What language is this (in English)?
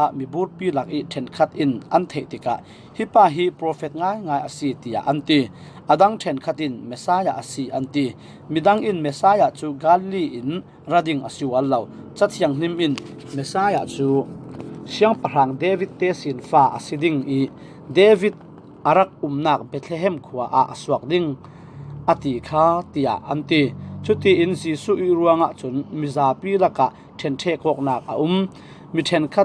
Falam Chin